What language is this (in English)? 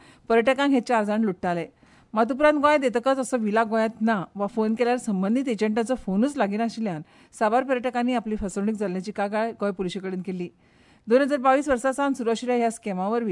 Konkani